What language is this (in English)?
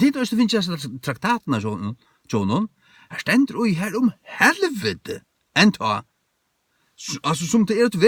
Faroese